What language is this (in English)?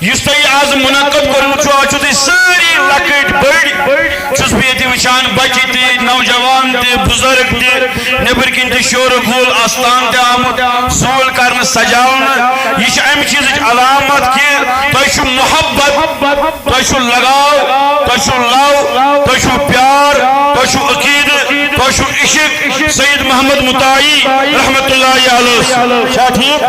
Kashmiri